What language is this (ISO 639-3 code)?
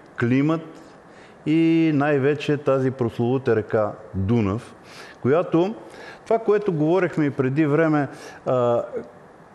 bul